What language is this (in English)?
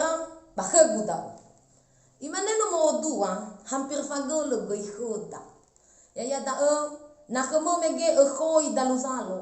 Nias